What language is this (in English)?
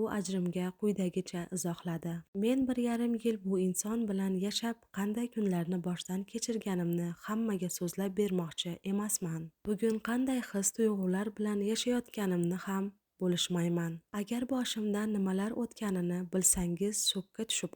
Uzbek